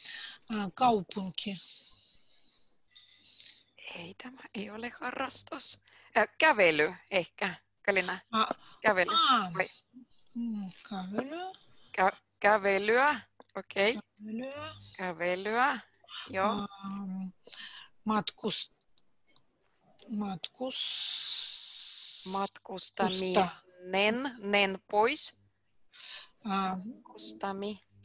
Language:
Finnish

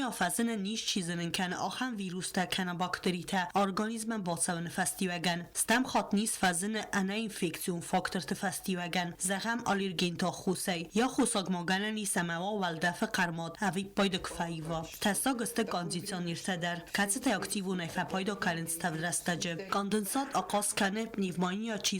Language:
Ossetic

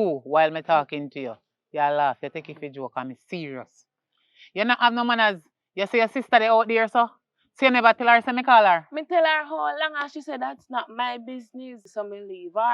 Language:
Jamaican Creole English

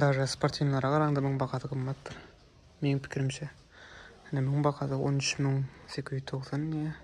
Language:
Turkmen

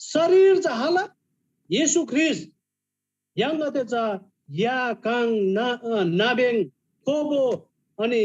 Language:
Eastern Tamang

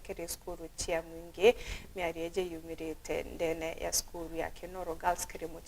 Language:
Meru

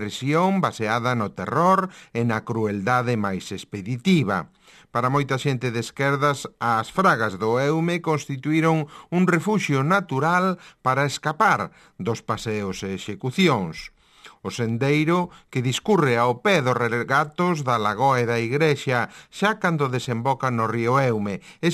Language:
Galician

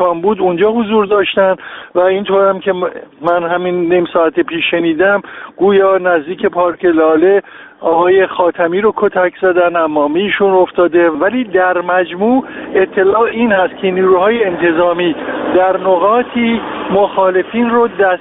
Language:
Persian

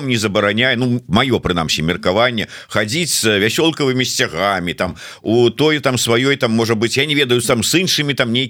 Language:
Belarusian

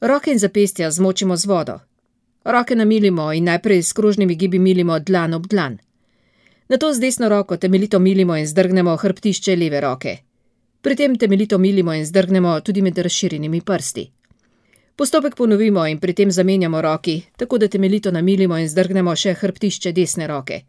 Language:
Slovenian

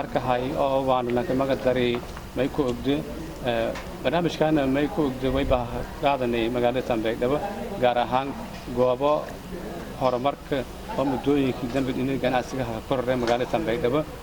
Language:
Somali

